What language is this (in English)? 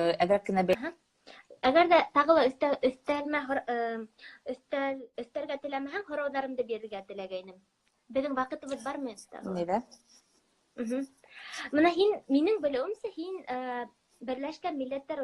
Bashkir